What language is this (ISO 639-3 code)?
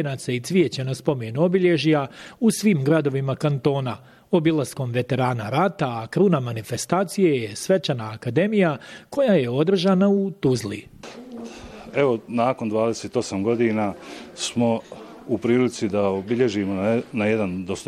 bos